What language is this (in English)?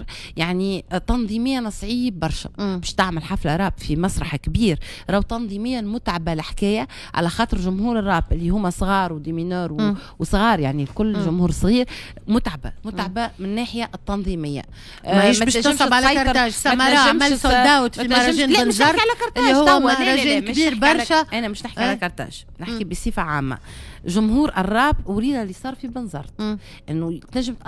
Tunisian Arabic